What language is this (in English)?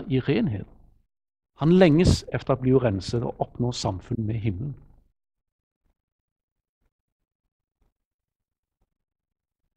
Norwegian